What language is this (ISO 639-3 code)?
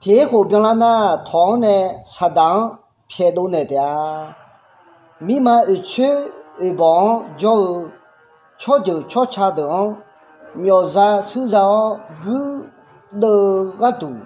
ahk